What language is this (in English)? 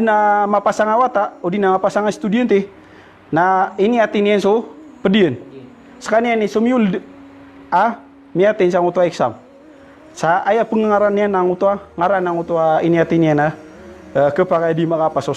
Maranao